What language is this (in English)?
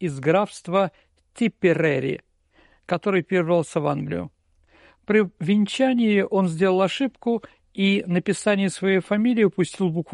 Russian